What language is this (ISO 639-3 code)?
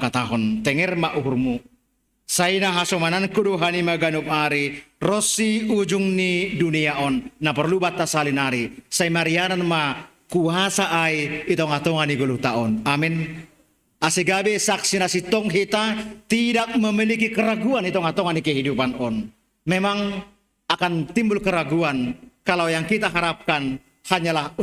bts